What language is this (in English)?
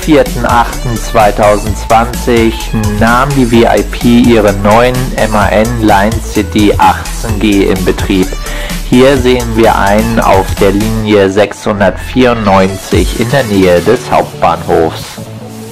German